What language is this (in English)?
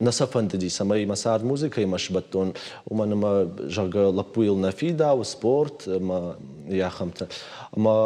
Ossetic